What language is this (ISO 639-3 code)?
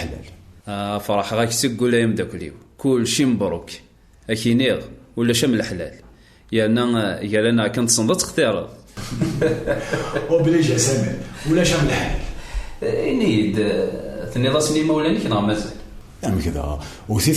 kab